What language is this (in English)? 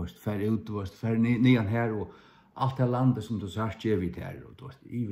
Faroese